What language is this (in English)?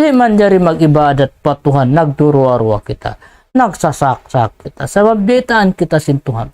Tausug